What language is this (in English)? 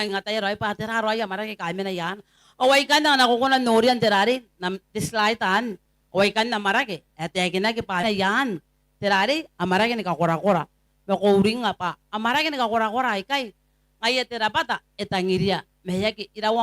Gilbertese